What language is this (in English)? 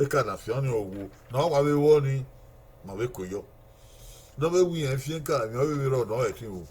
Bini